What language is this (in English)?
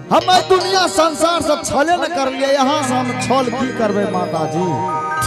Angika